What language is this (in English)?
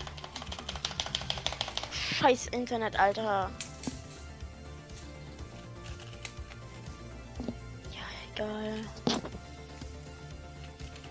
German